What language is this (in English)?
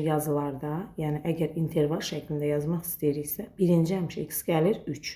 Azerbaijani